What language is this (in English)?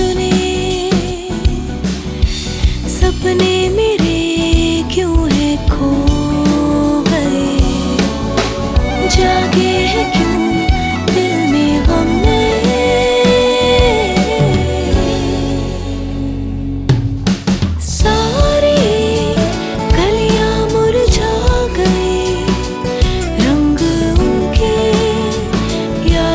Hindi